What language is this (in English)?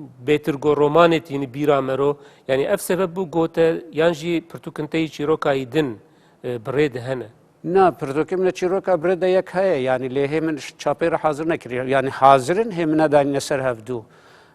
Kurdish